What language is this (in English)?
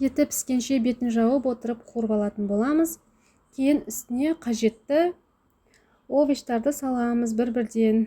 Kazakh